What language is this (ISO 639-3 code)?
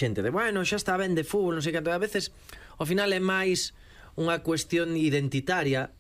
glg